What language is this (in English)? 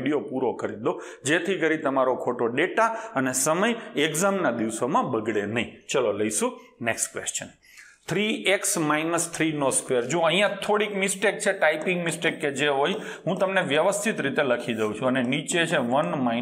Gujarati